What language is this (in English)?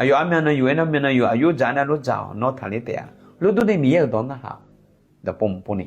Akha